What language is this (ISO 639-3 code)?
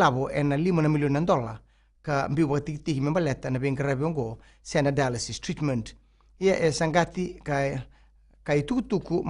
fij